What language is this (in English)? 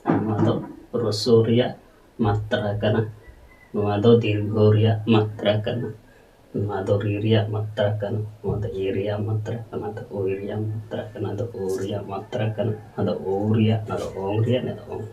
Santali